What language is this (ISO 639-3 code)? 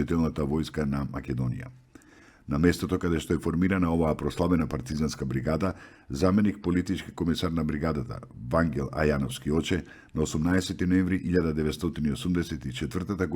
mkd